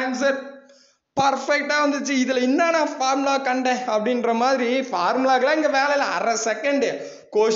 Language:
Tamil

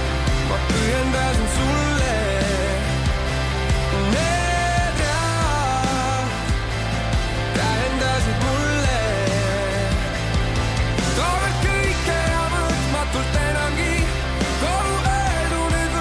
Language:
Estonian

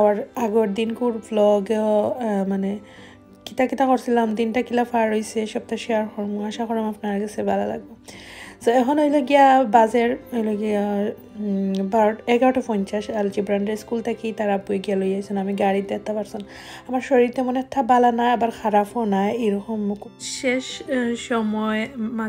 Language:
Sylheti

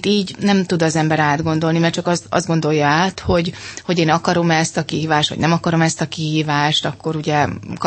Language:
Hungarian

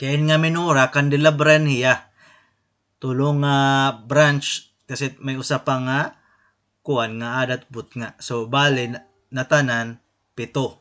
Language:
Waray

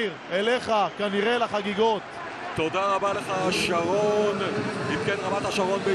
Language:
Hebrew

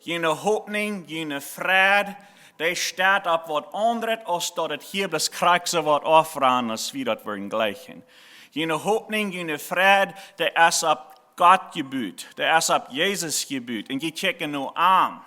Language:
Plautdietsch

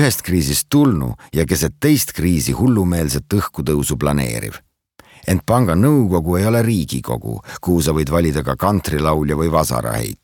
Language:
Estonian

